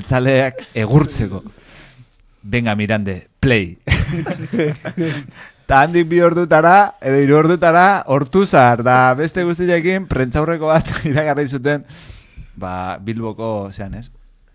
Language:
Basque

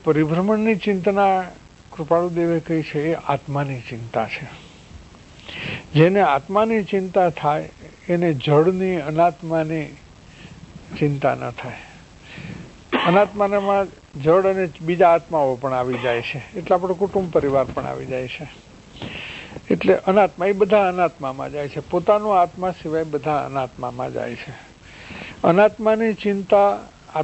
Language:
Gujarati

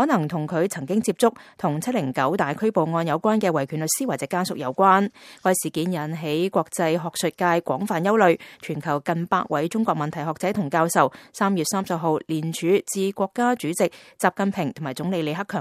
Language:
Cantonese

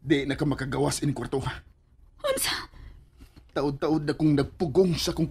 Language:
Cebuano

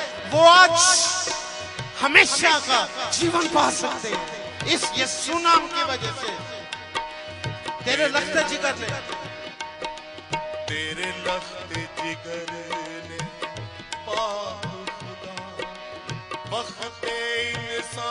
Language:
Hindi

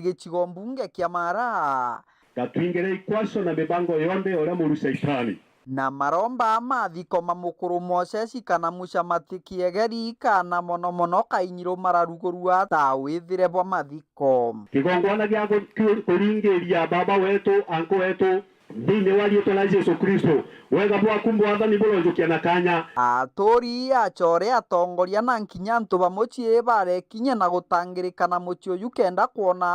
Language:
Meru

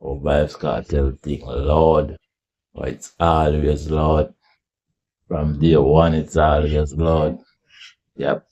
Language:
Jamaican Creole English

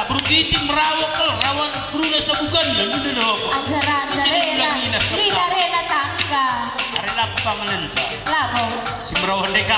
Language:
Batak Karo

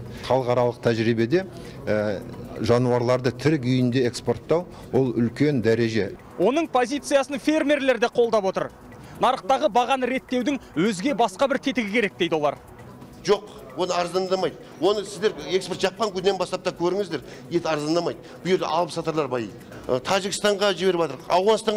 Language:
Kazakh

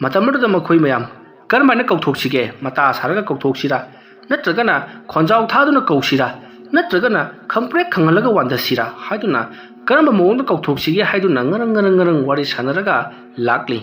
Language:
Manipuri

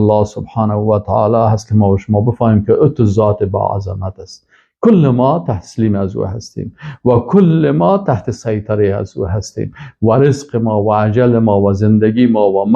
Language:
Persian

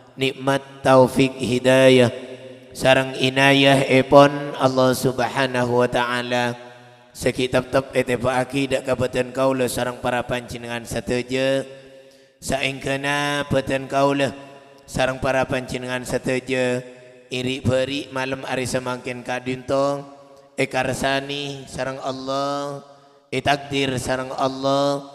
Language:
Madurese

